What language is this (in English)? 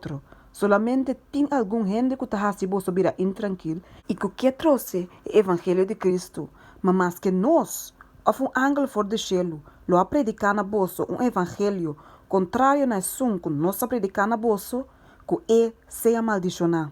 Papiamento